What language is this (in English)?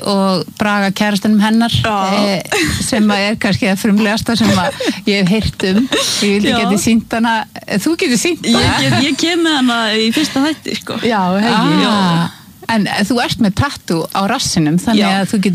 Icelandic